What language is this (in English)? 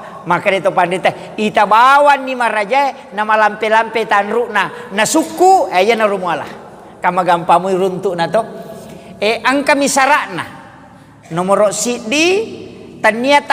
Buginese